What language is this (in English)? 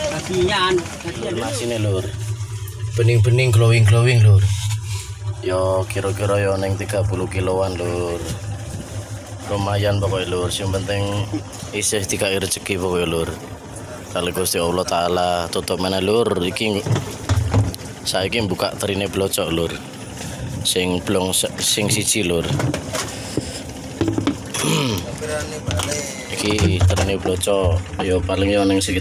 Javanese